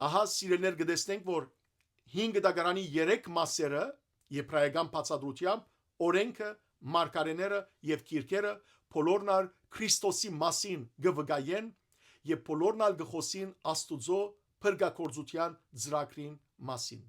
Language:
Western Armenian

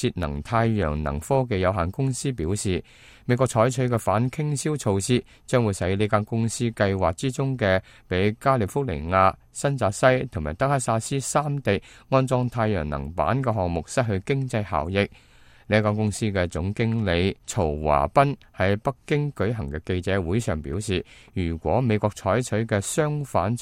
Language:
Cantonese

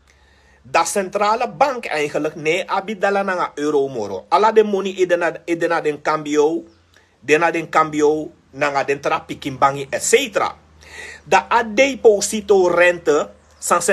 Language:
Sranan Tongo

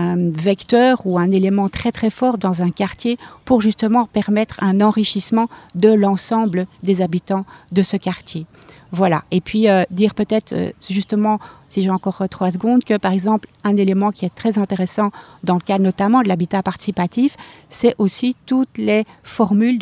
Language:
French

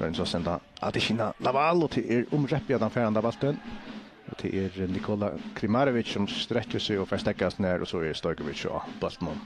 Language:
Faroese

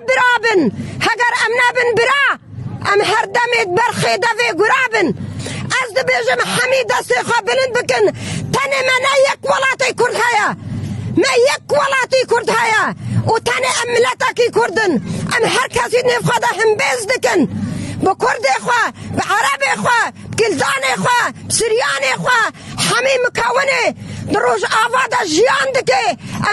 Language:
Kurdish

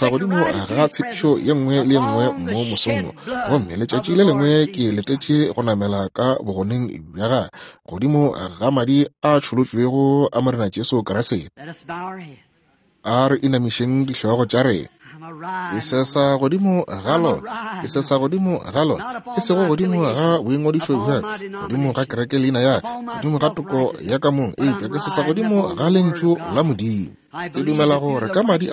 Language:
Northern Sotho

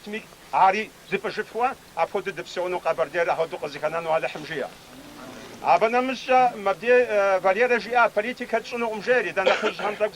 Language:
Kabardian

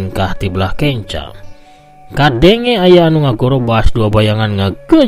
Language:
Sundanese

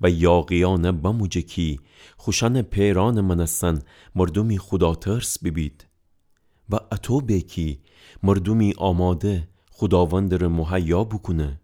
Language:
Gilaki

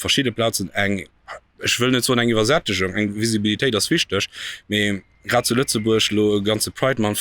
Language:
Luxembourgish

